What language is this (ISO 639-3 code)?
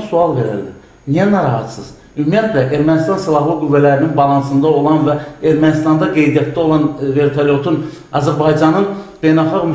aze